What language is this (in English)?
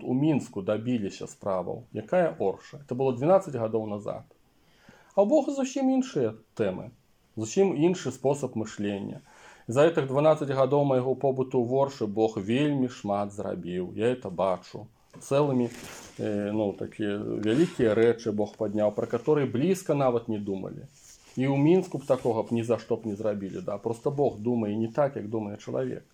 Belarusian